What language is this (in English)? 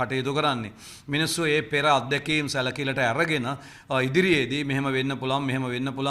Sinhala